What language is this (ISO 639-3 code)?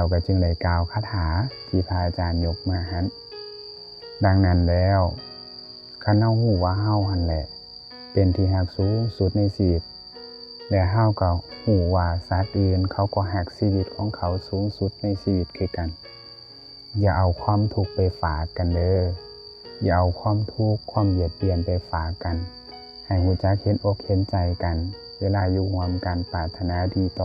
lao